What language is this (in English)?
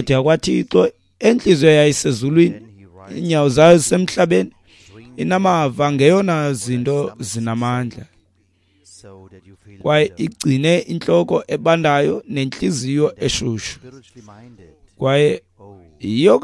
Xhosa